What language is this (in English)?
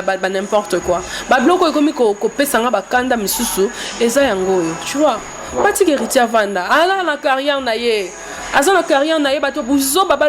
Lingala